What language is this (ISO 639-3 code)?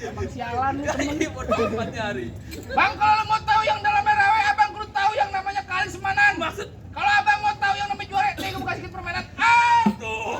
bew